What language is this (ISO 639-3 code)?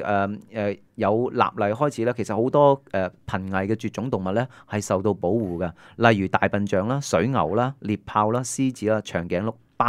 yue